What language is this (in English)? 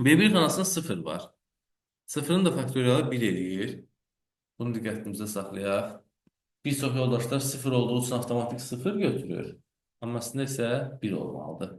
Azerbaijani